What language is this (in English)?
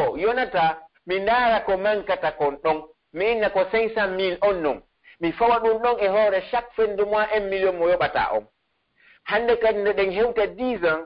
Pular